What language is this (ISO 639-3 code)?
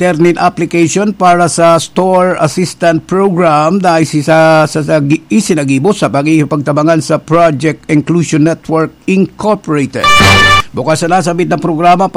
bik